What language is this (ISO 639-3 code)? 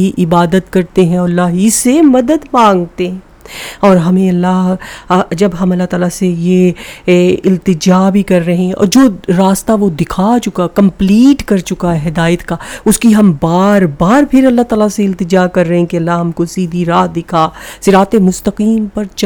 urd